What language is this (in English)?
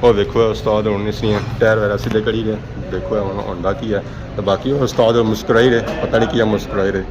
Pahari-Potwari